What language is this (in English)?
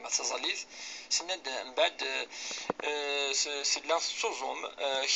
Kabyle